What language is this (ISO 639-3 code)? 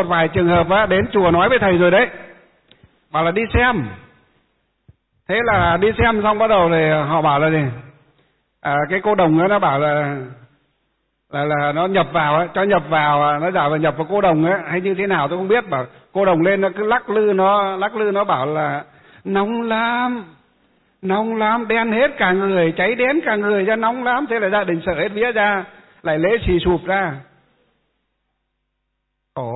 vie